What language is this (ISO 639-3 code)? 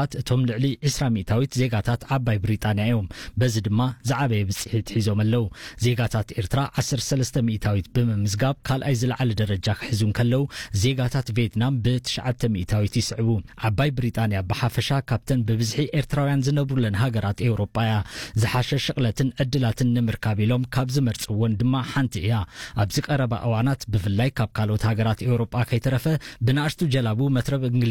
tir